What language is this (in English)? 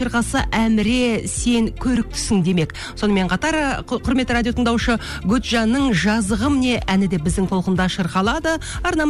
Kazakh